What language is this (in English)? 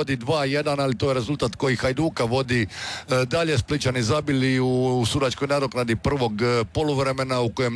Croatian